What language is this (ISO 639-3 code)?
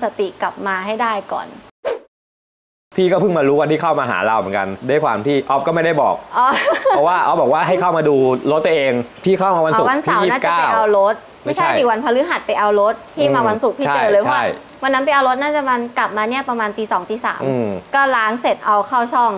tha